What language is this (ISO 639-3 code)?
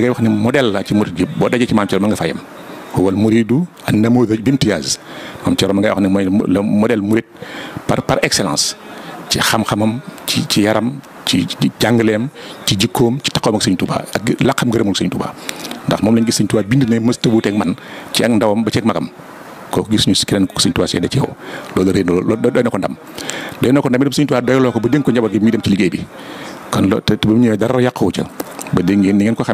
wol